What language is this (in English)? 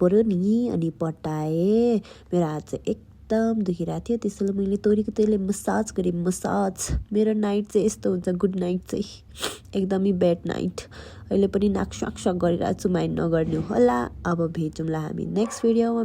Nepali